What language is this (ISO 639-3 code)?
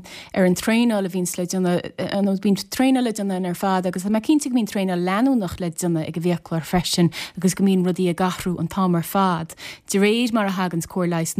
gle